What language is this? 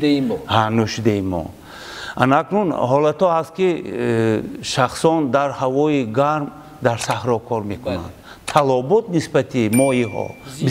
Tajik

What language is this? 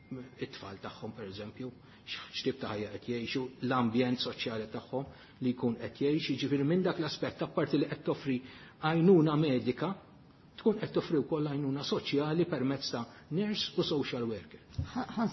Maltese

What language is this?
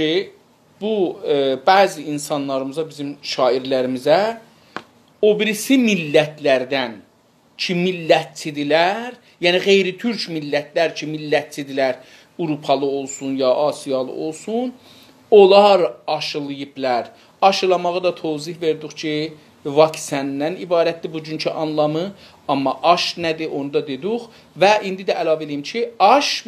South Azerbaijani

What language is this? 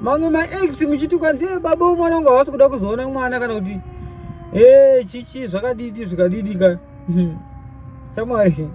Shona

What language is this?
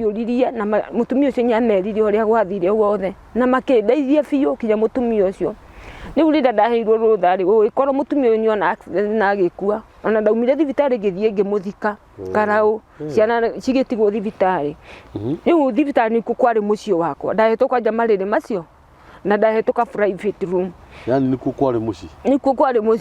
Kikuyu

